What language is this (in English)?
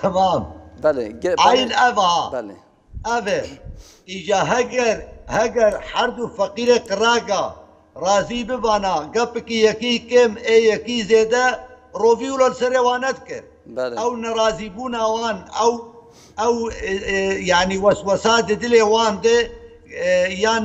Kurdish